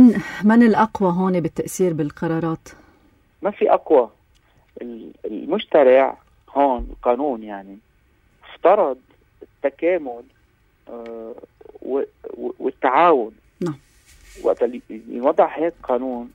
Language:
North Levantine Arabic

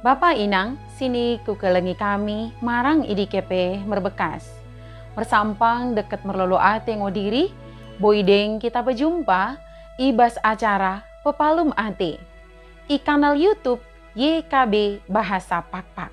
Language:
Batak Dairi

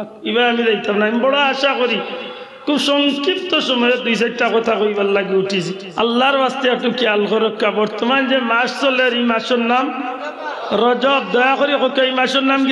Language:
Sylheti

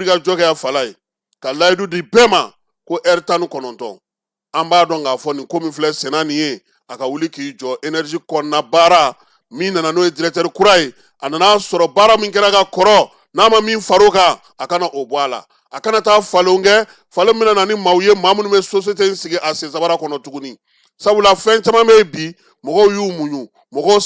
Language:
Bambara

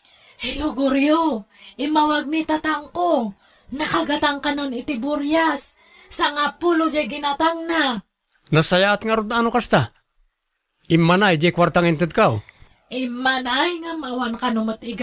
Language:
Iloko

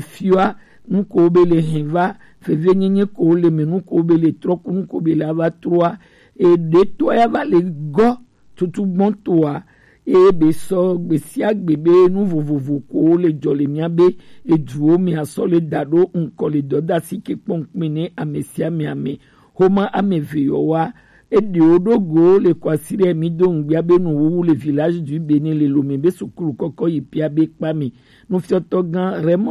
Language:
Gen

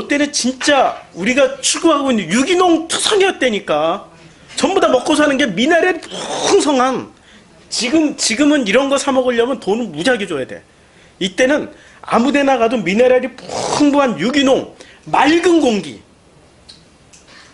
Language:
Korean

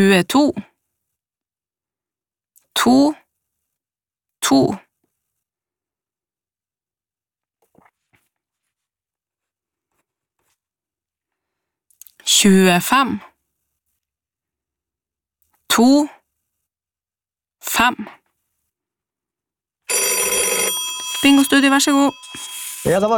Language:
Norwegian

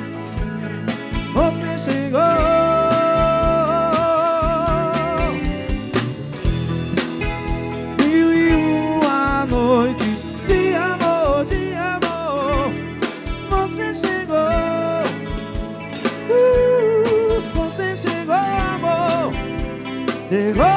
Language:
Portuguese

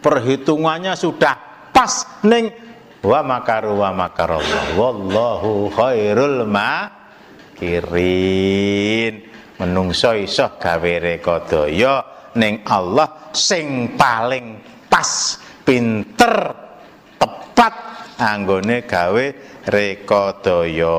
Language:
Javanese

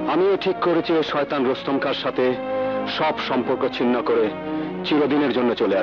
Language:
Bangla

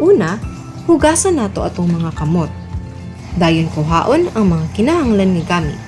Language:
Cebuano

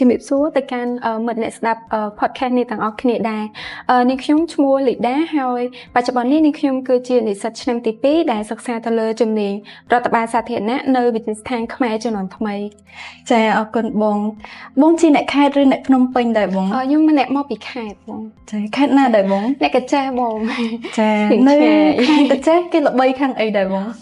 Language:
Khmer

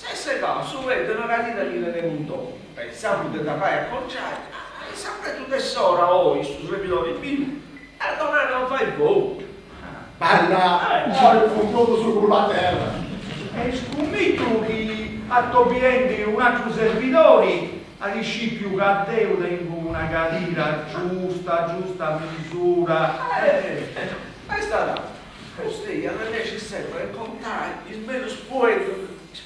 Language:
Sardinian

